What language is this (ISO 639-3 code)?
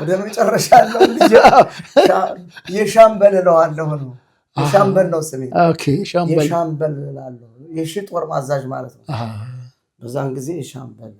amh